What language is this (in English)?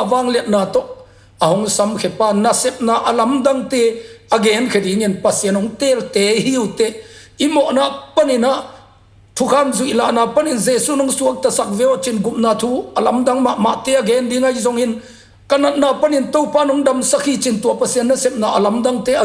Tedim Chin